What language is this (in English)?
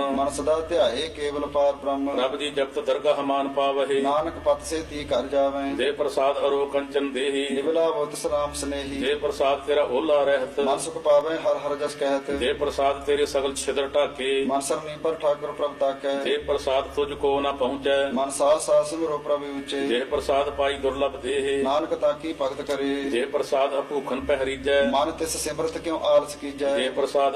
Punjabi